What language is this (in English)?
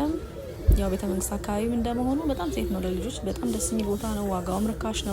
Amharic